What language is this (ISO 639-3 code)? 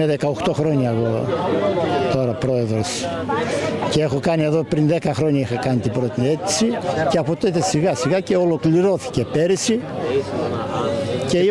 ell